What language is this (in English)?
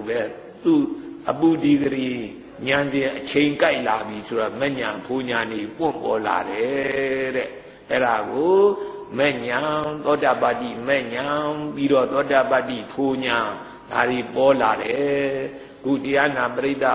Burmese